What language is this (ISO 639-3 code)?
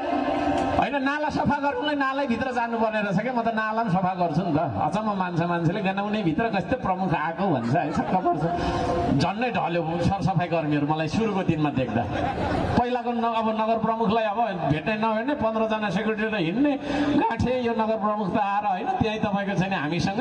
nep